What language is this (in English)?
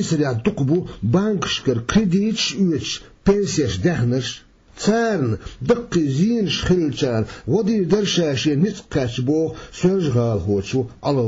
Chechen